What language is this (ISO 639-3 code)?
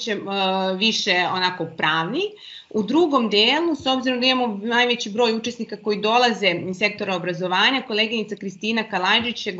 srp